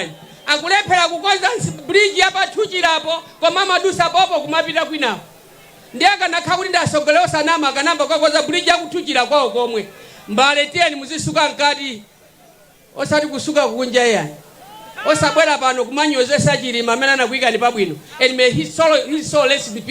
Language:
Nyanja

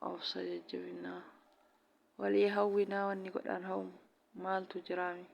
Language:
Oromo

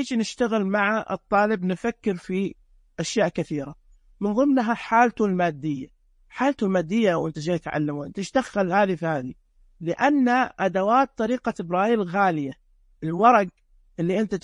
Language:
Najdi Arabic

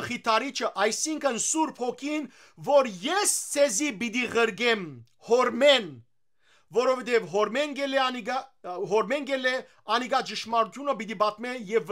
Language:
Western Armenian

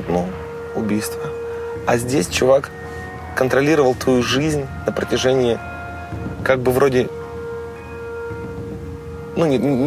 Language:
Russian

